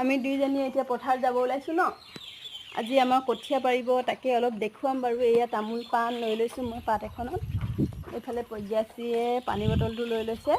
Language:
Assamese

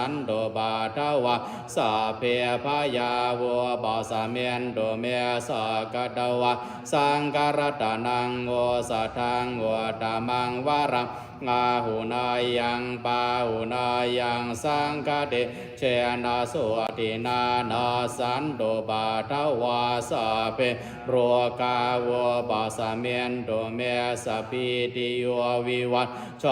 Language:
Pali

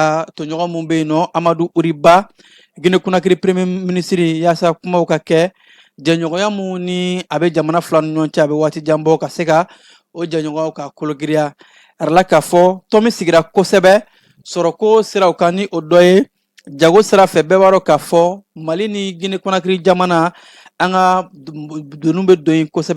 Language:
Bambara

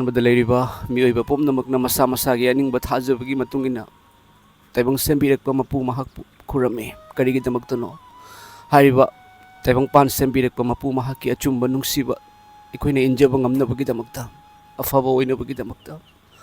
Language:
Manipuri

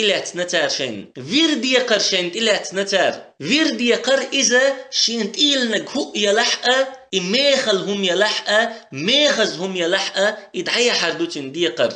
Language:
Chechen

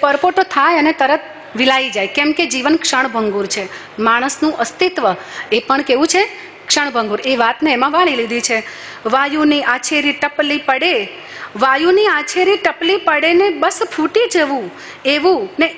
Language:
Gujarati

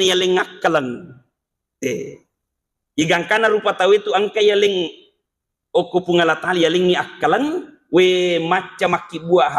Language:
Buginese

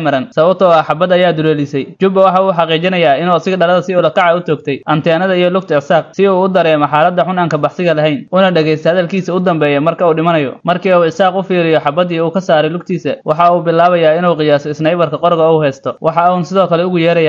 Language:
Somali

